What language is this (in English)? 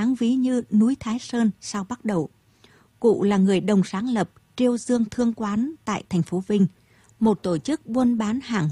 Vietnamese